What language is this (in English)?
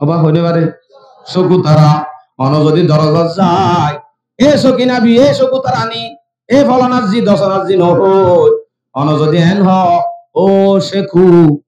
Rohingya